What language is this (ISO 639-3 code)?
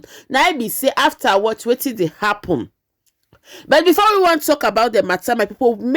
pcm